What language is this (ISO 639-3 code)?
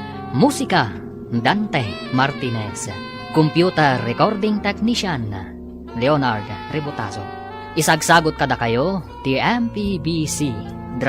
ilo